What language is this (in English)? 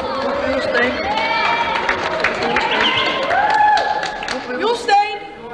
Norwegian